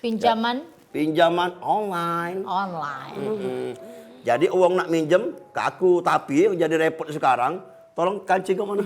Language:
Musi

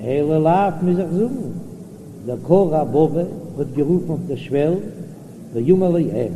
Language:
Yiddish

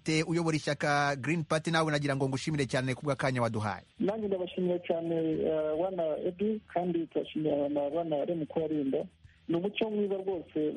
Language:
Kinyarwanda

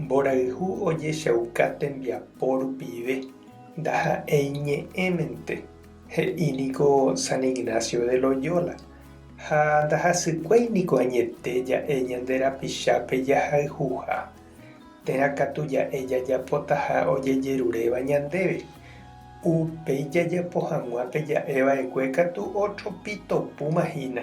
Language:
Guarani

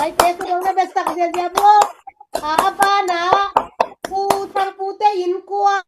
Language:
Tedim Chin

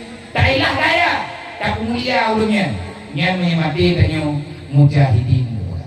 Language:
Achinese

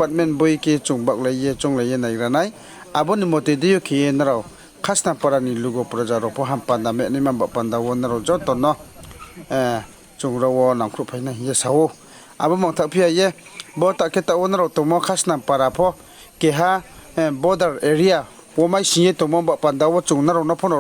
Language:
Riang (India)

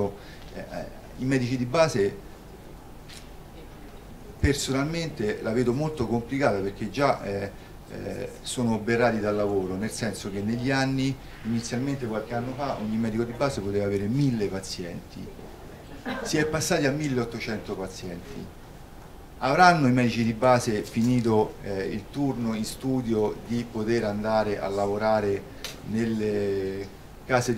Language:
Italian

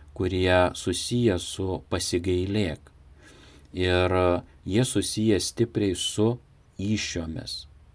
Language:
Lithuanian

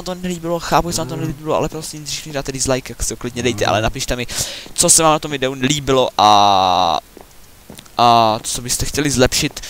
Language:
Czech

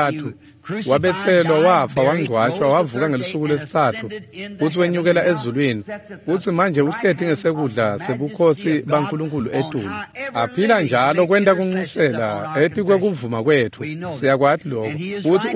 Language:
Swati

